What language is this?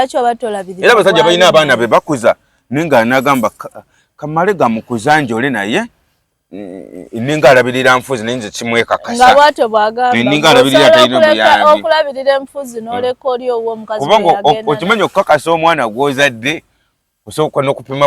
Ganda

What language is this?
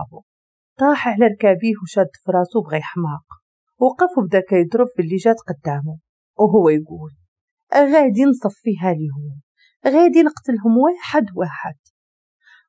Moroccan Arabic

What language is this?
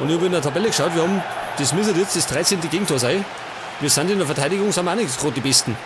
Bavarian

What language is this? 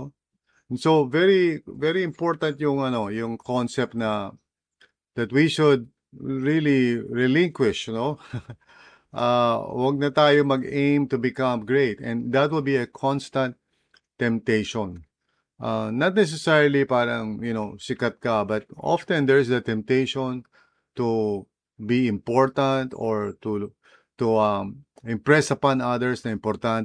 Filipino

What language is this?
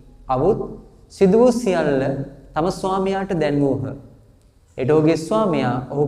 Sinhala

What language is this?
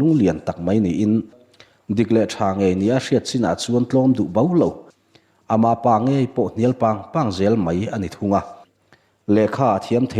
Mizo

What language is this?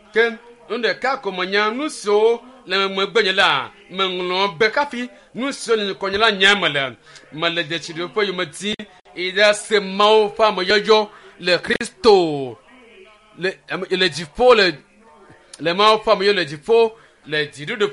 Ewe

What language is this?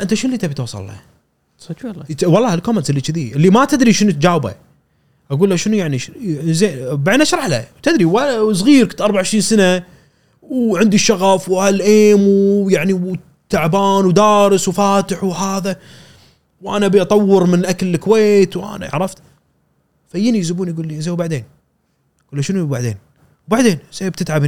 Gulf Arabic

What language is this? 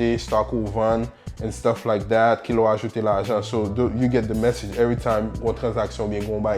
Haitian Creole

